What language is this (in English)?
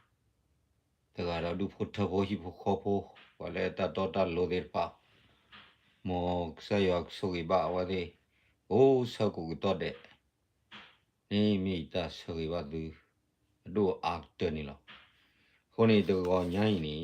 S'gaw Karen